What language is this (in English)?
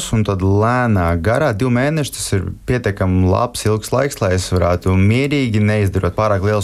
Latvian